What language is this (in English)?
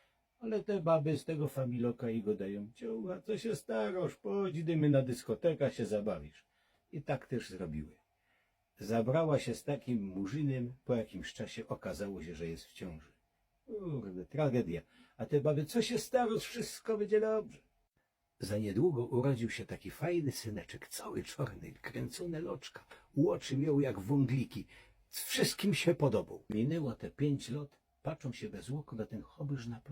Silesian